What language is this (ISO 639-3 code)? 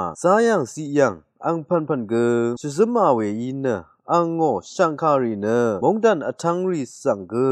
raw